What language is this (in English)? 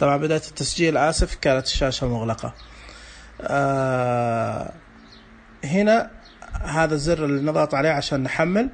Najdi Arabic